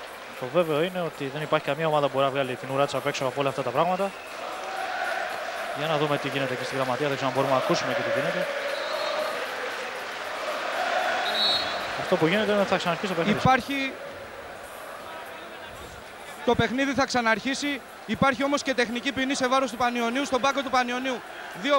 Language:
Greek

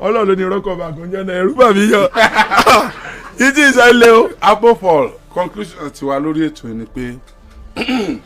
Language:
Yoruba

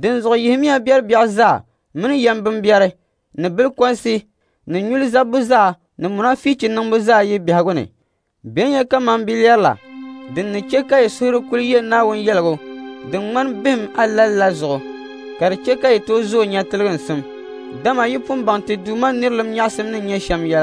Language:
Dagbani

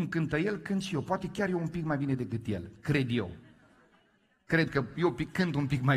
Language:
Romanian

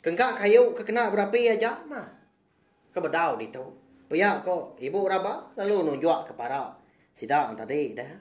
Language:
Iban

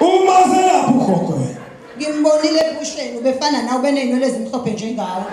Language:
Zulu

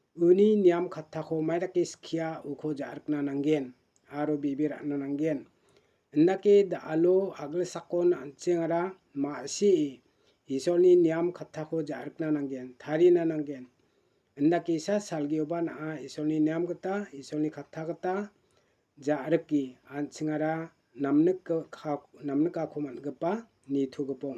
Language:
Garo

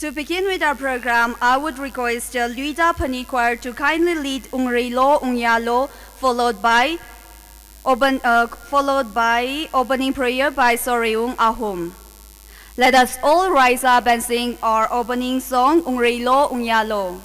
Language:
Tangkhul Naga (India)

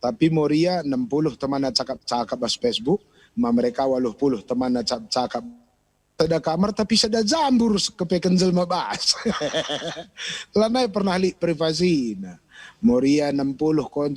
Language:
Batak Karo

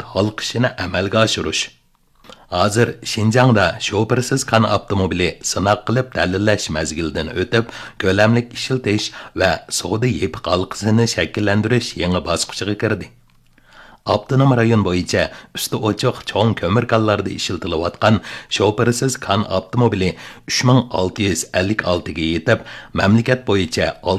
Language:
Uyghur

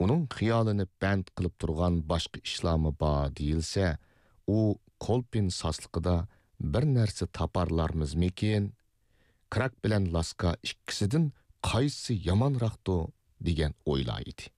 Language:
Uyghur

